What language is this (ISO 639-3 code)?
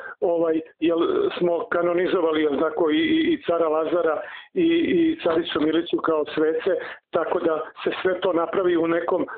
srp